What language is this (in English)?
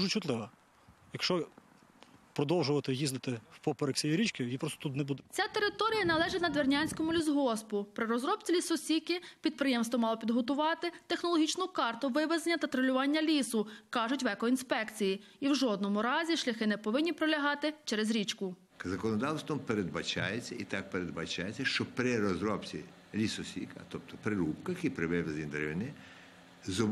Ukrainian